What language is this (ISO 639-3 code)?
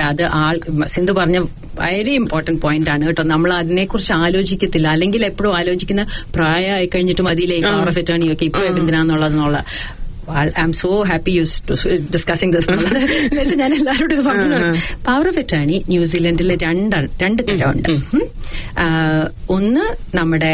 mal